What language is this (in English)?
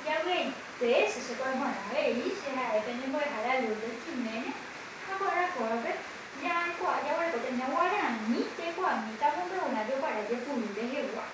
Guarani